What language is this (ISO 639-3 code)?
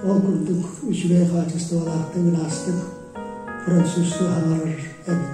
sah